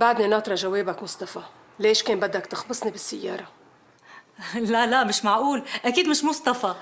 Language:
North Levantine Arabic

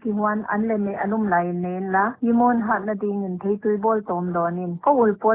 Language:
Paite Chin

